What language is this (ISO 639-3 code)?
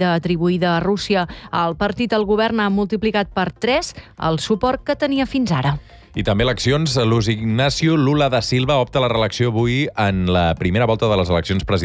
cat